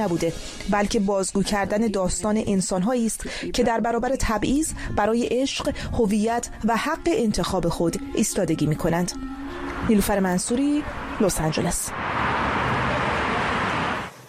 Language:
Persian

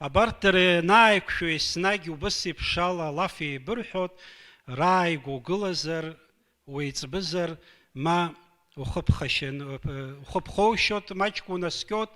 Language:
Abkhazian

